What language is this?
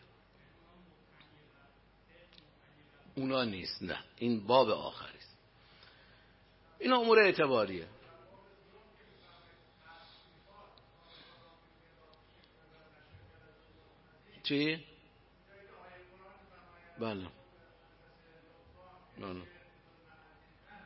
Persian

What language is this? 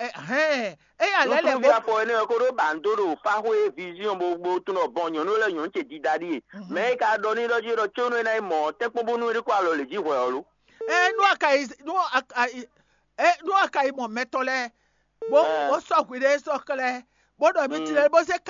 Fon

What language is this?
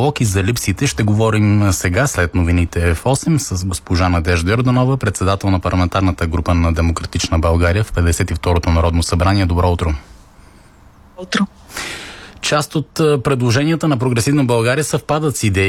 Bulgarian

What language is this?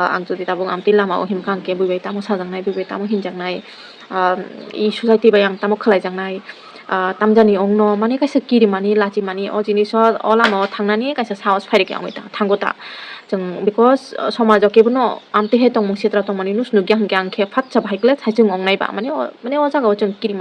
Kok Borok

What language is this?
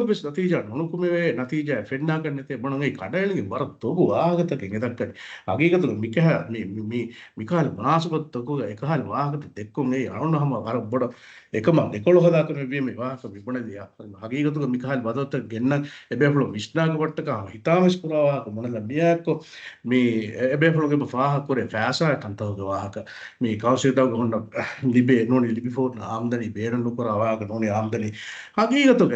Divehi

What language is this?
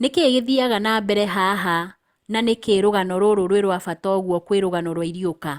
Kikuyu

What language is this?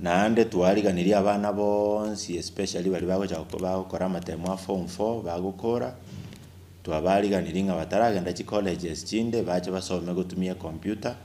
Gusii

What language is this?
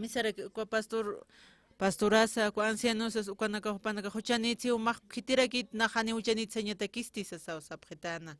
Aymara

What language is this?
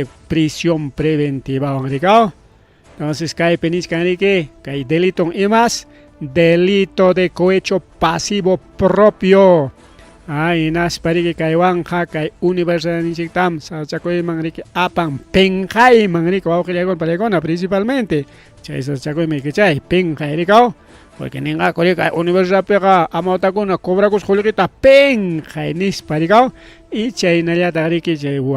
Ayacucho Quechua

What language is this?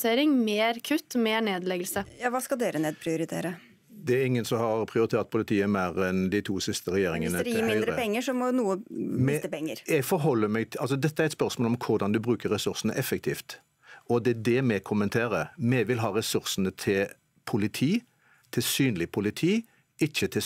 Norwegian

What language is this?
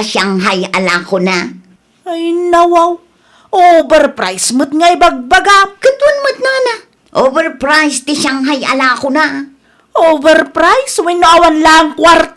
Iloko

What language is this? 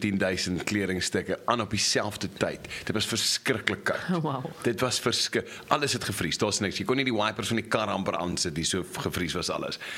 Afrikaans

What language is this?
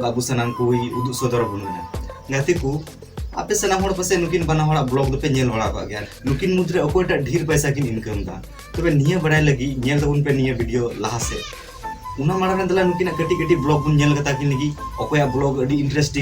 Santali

